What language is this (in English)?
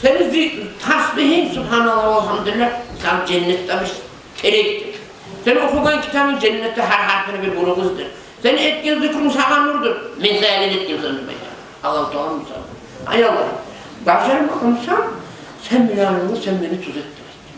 Kumyk